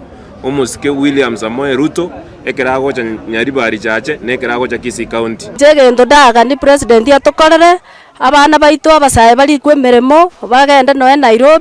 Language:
Gusii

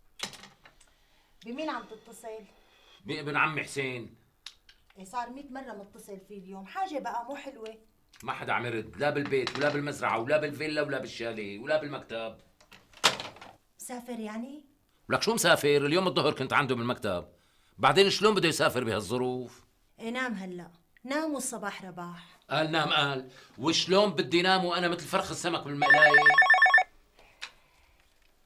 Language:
North Levantine Arabic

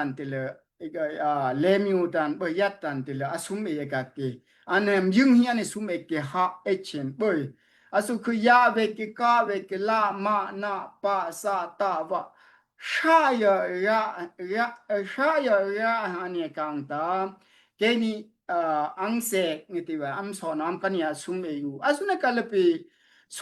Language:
Daai Chin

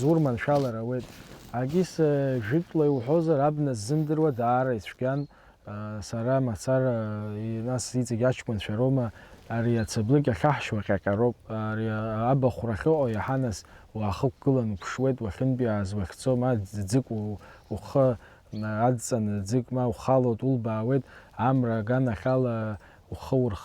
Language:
Abkhazian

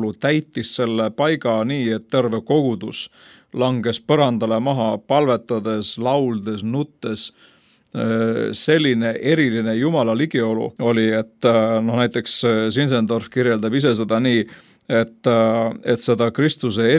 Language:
Estonian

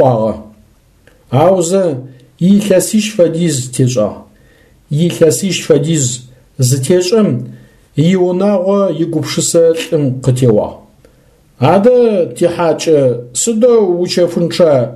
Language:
Adyghe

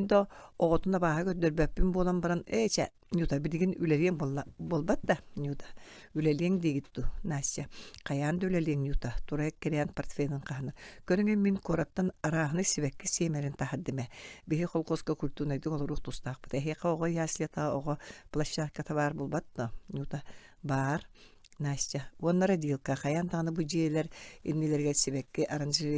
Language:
Yakut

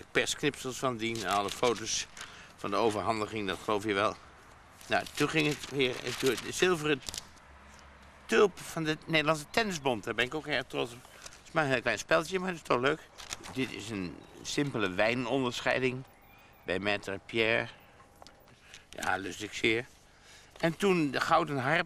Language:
Dutch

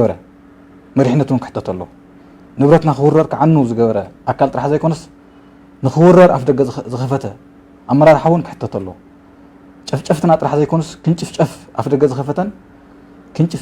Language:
Tigrinya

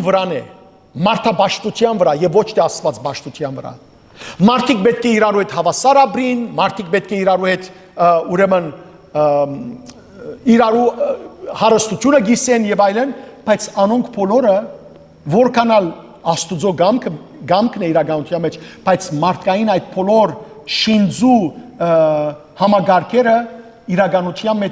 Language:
Western Armenian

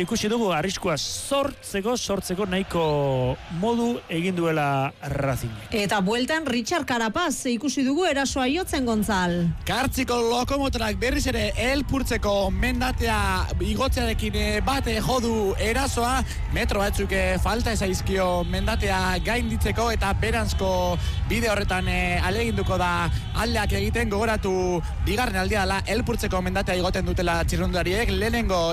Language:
Basque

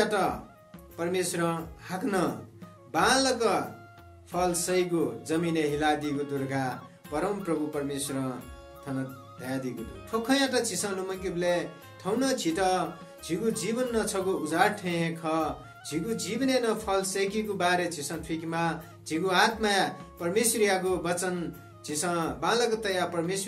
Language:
Newari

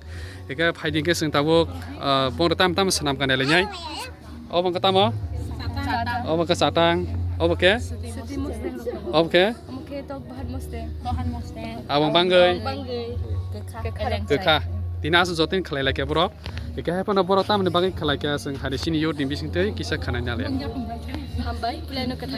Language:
Kok Borok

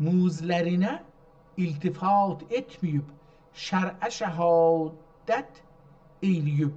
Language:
South Azerbaijani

